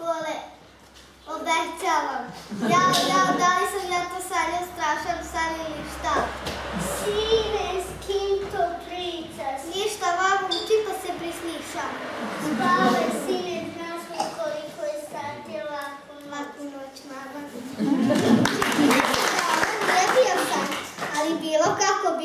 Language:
Serbian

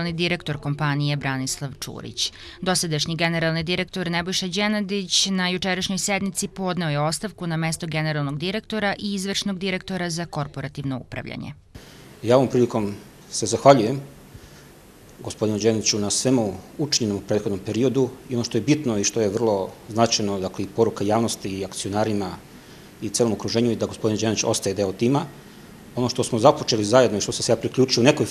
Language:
Serbian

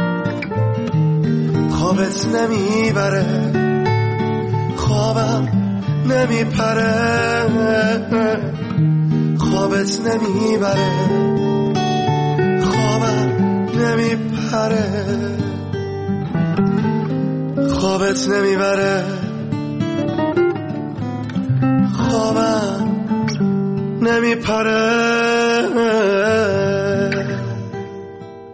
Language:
Persian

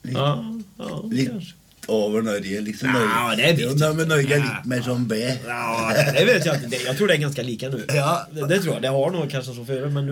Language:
Swedish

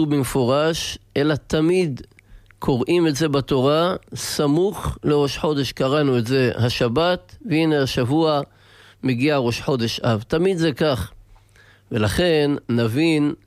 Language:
Hebrew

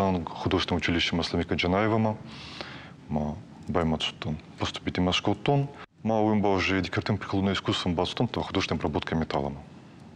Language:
Ossetic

